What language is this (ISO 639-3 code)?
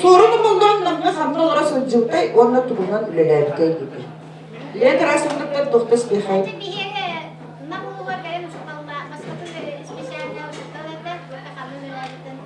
sah